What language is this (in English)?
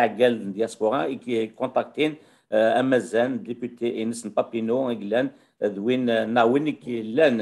Kabyle